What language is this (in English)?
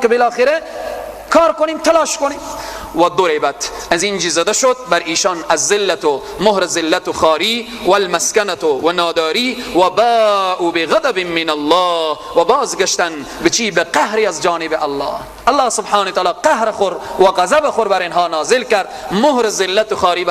Persian